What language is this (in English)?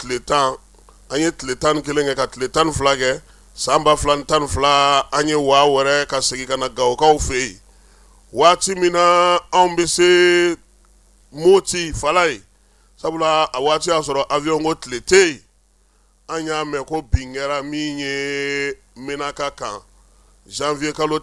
Bambara